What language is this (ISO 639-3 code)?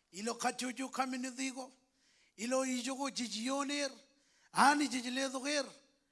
mah